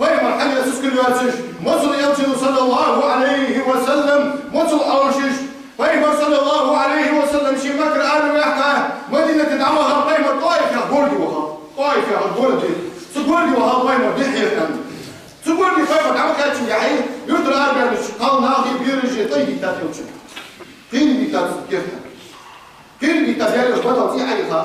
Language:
Ingush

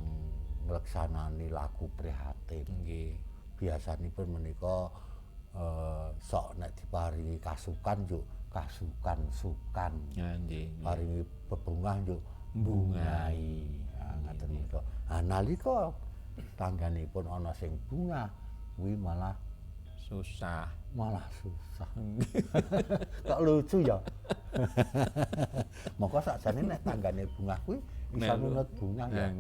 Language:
Javanese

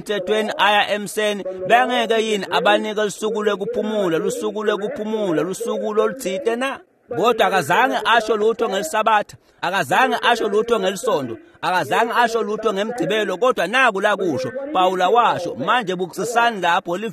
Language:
Swati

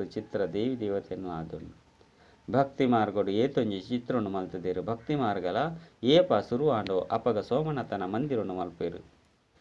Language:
Tulu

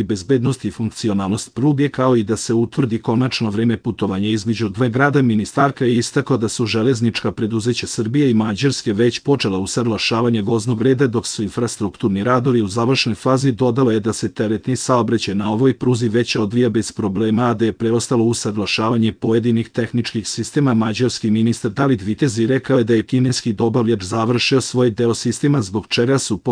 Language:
Serbian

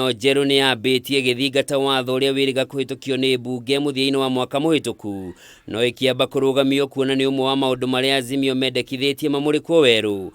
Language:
Kikuyu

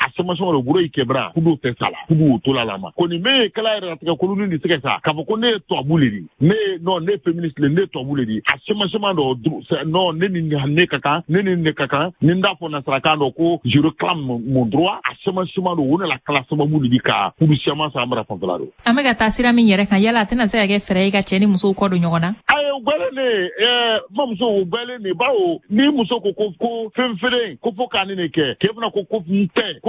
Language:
Bambara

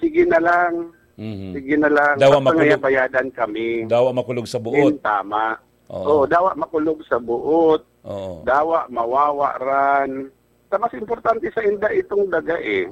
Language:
Bikol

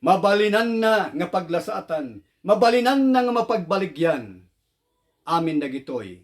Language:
Iloko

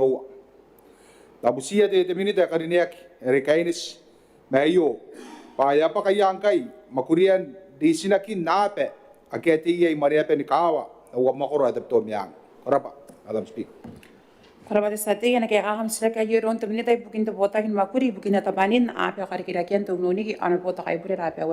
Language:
Gilbertese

